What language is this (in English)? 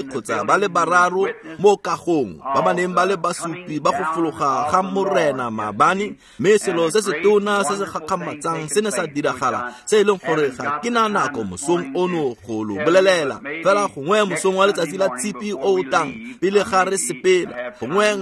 Tswana